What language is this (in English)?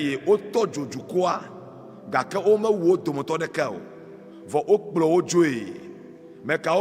Ewe